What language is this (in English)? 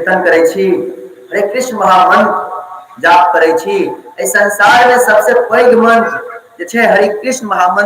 Maithili